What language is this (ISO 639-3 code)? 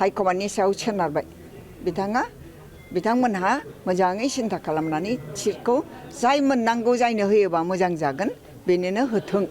brx